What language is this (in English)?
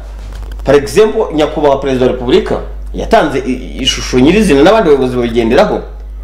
Kinyarwanda